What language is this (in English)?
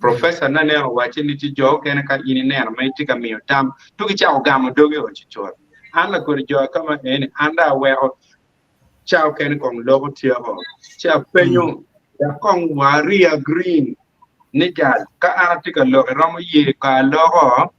Acoli